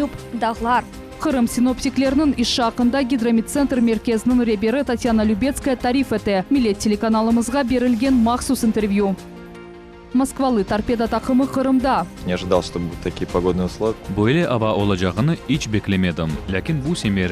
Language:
Crimean Tatar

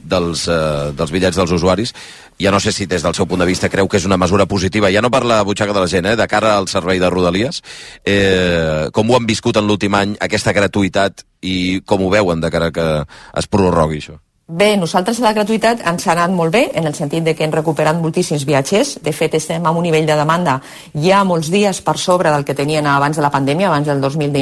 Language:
Catalan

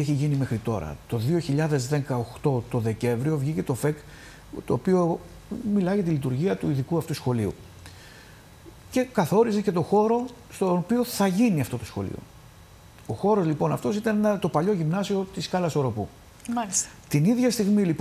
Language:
Greek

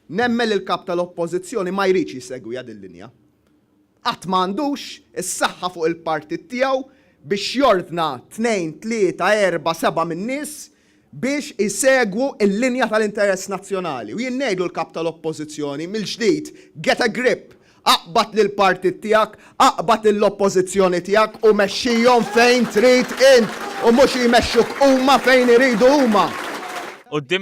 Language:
Maltese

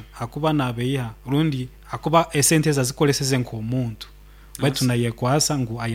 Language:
Nyoro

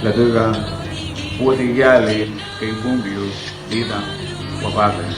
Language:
Garifuna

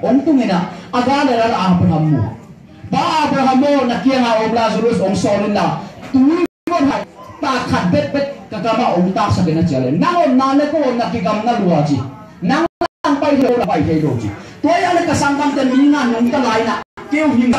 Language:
Tedim Chin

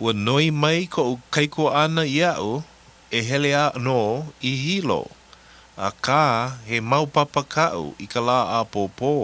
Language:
Hawaiian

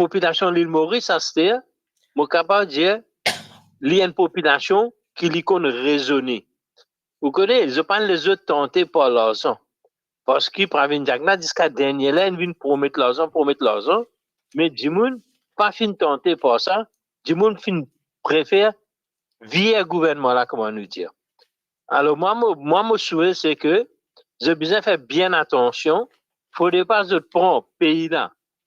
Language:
Morisyen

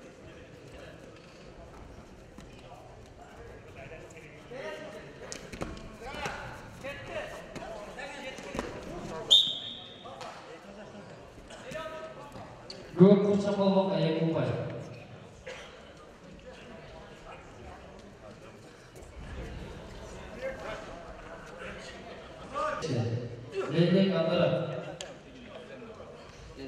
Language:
Kazakh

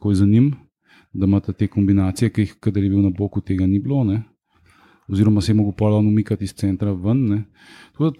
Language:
Slovenian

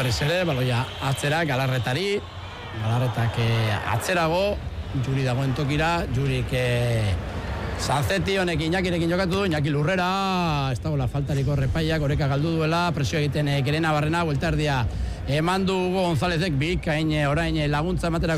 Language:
Basque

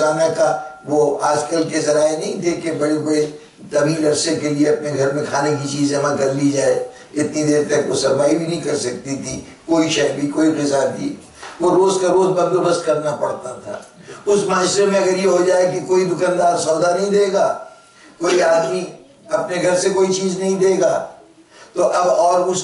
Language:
Urdu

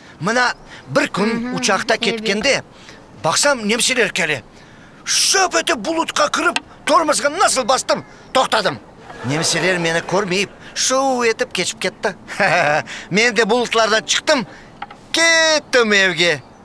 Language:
Crimean Tatar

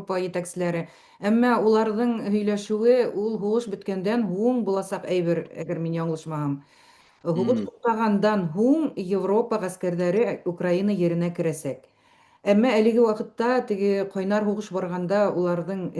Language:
Bashkir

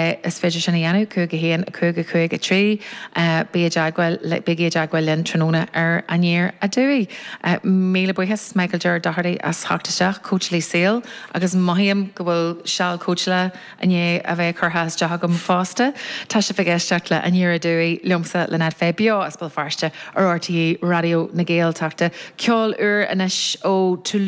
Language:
Irish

